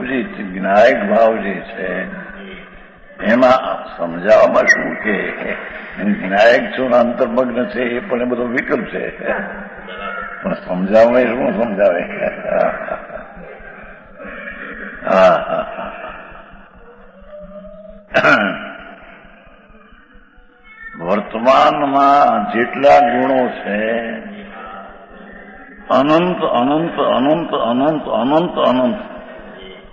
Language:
Gujarati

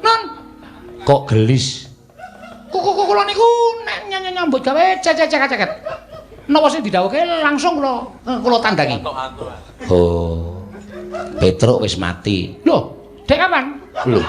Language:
Javanese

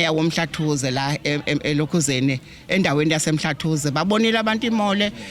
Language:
Zulu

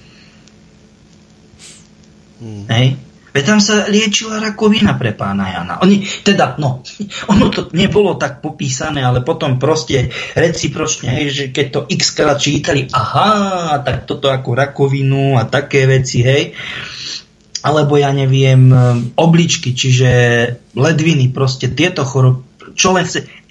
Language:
Slovak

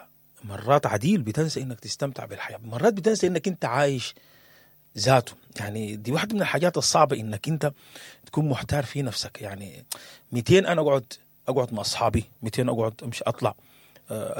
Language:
Sudanese Arabic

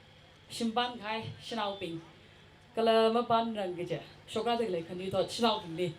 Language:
Tangkhul Naga (India)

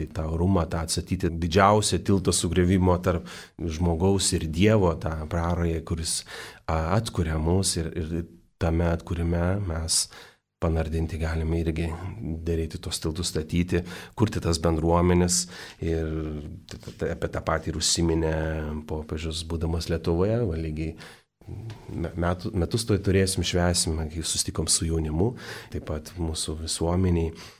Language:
Lithuanian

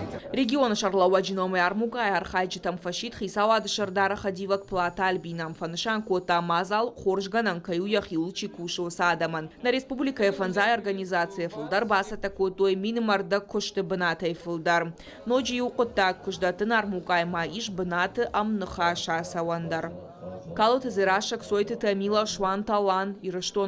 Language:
Ossetic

